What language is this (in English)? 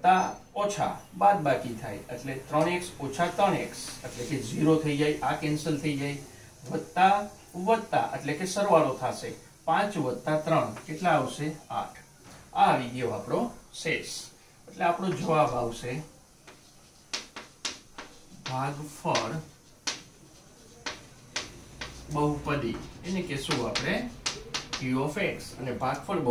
Gujarati